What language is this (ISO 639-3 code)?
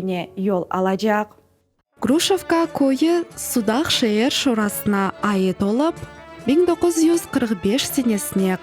crh